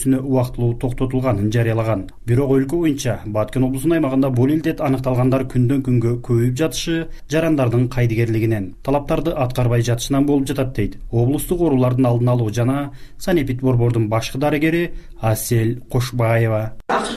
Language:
Kyrgyz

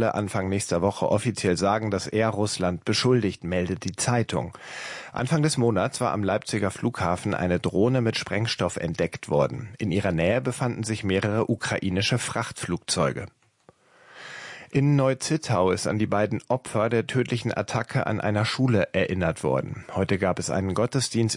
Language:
German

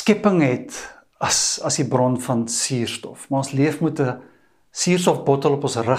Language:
Afrikaans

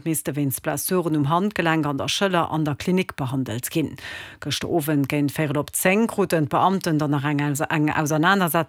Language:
Luxembourgish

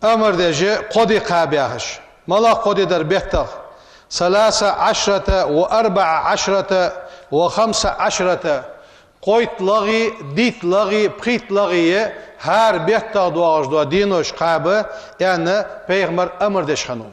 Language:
Ingush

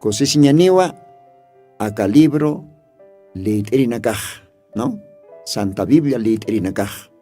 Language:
Aymara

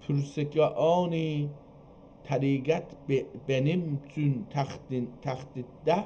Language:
South Azerbaijani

